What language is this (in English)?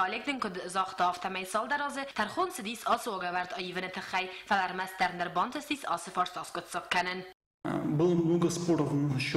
Ossetic